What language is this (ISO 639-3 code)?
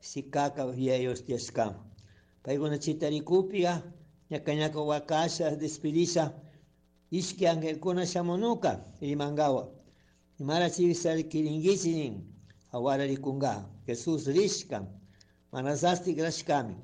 qug